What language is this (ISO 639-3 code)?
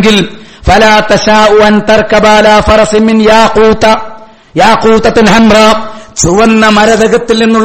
mal